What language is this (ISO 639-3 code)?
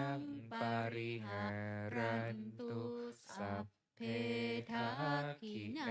pli